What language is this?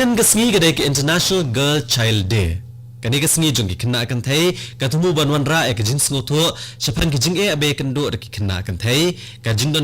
Khasi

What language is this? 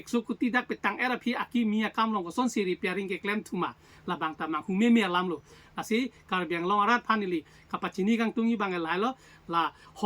Karbi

